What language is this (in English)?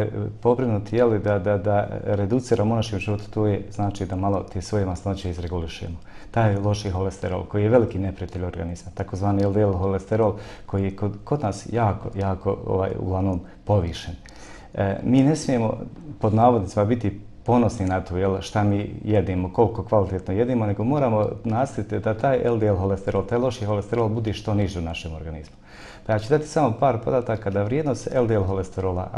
Bosnian